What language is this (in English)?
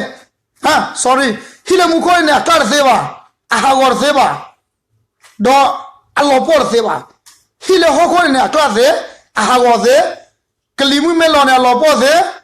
S'gaw Karen